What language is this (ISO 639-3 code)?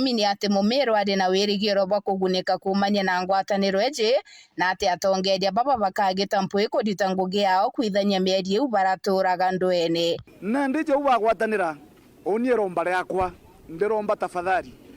mer